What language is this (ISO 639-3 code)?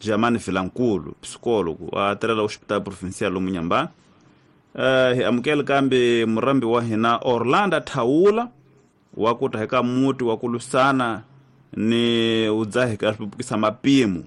tso